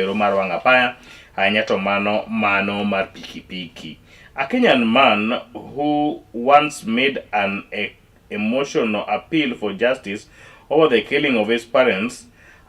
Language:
Luo (Kenya and Tanzania)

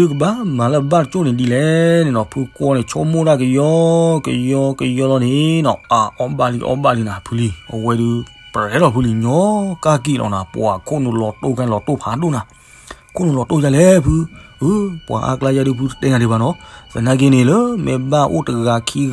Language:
S'gaw Karen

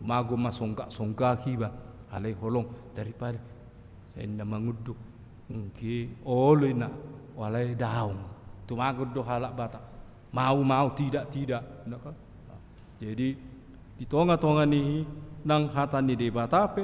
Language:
Batak Toba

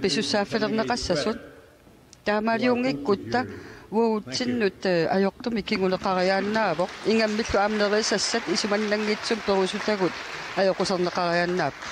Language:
Kalaallisut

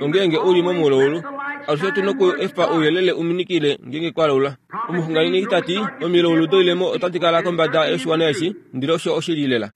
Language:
Kuanyama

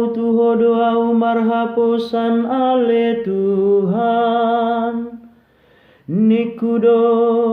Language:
Batak Toba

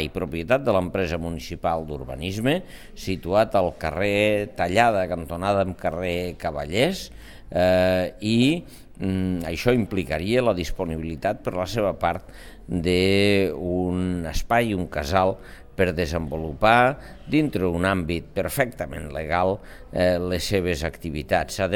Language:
Catalan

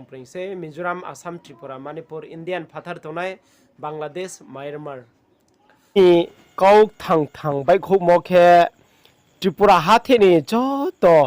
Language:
Riang (India)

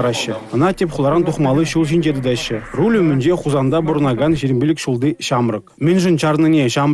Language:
Chuvash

